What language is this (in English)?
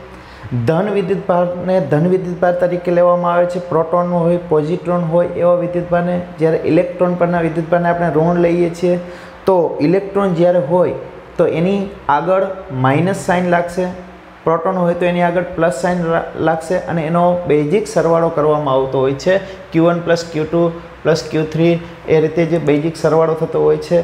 Gujarati